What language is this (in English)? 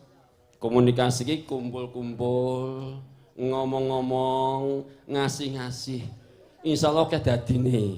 Javanese